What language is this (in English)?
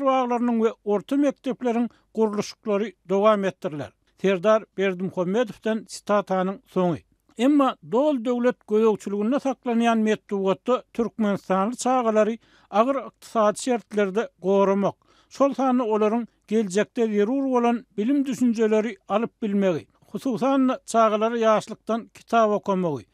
Turkmen